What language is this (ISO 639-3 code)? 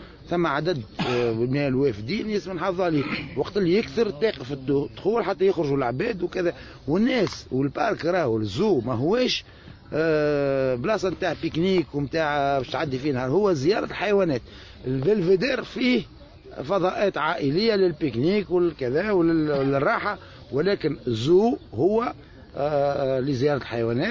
aeb